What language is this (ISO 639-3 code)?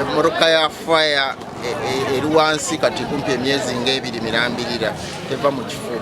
lug